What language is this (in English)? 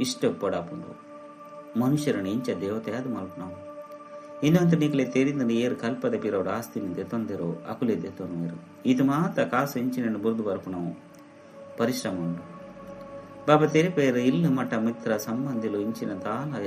Tulu